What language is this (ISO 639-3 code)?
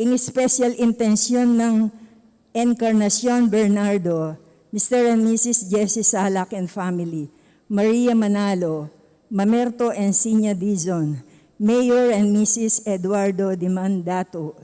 pam